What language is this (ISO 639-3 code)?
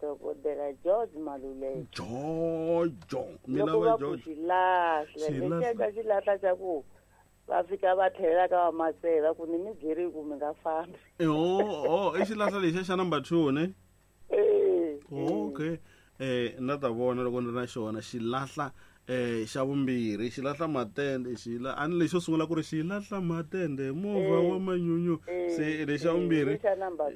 tso